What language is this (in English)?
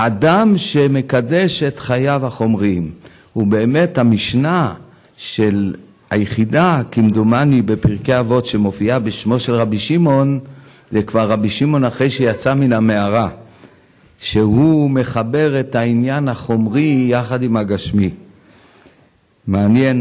Hebrew